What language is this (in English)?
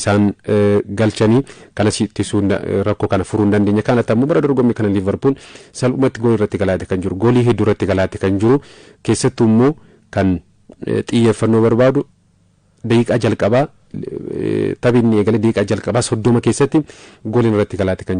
Oromo